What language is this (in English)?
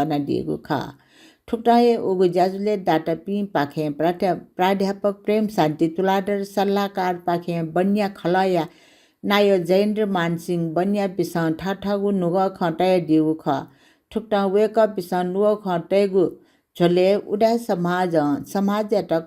Newari